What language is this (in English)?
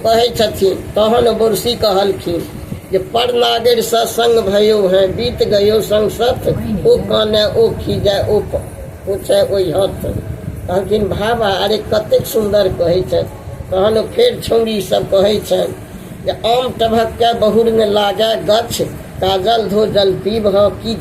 Maithili